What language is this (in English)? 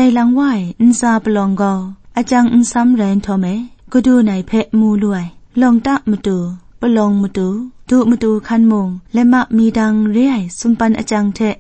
Kachin